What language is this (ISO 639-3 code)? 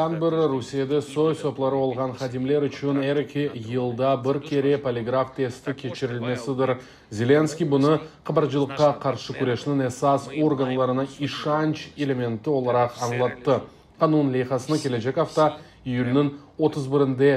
crh